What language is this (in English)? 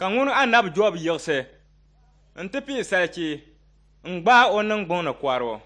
Dagbani